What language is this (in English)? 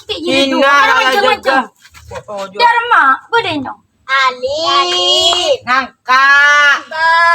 Madurese